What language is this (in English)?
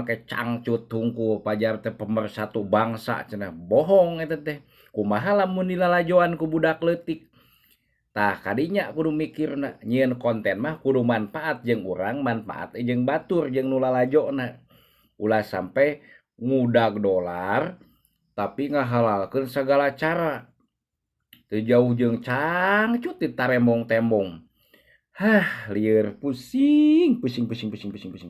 Sundanese